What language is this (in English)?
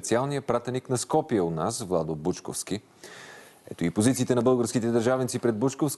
Bulgarian